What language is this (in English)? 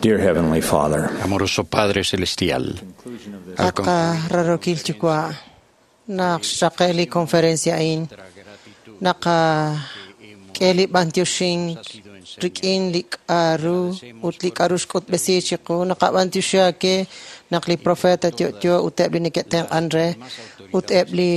Kekchí